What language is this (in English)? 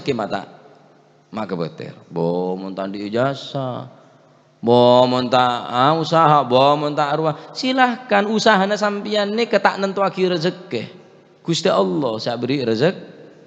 Madurese